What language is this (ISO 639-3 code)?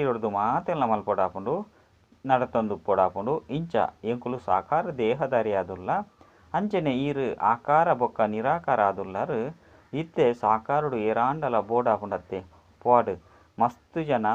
tcy